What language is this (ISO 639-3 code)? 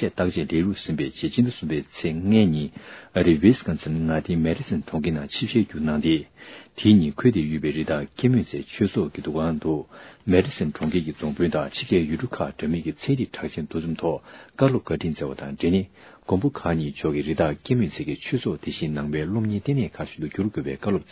bod